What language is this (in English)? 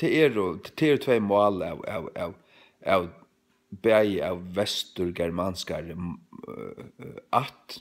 Faroese